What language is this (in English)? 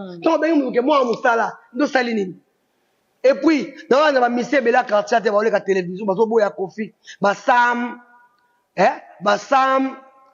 Lingala